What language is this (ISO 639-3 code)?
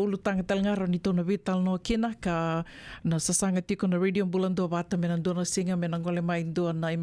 fij